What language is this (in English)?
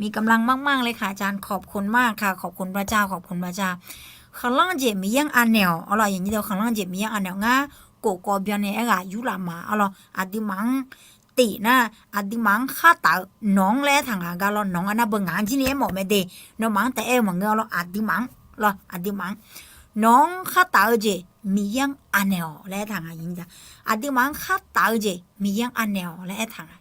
Akha